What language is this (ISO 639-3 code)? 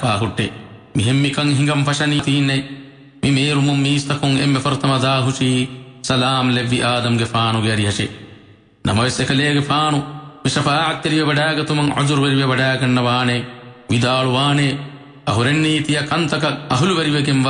div